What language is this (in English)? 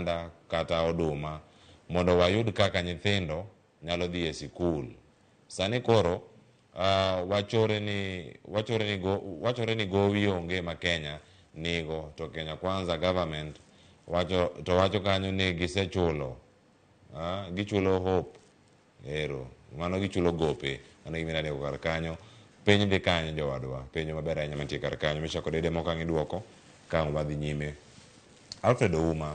Luo (Kenya and Tanzania)